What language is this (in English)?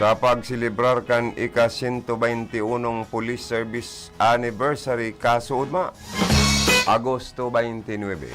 Bikol